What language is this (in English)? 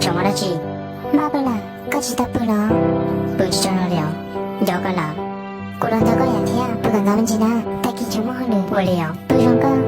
Hmong